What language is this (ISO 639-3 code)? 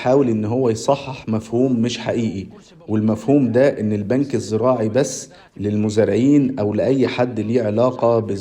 arz